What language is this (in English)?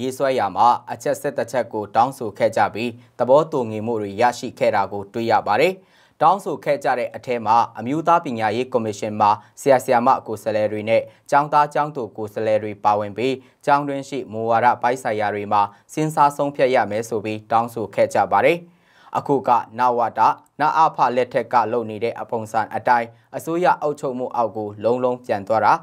Burmese